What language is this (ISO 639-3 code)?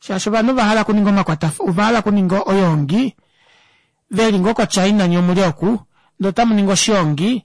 kua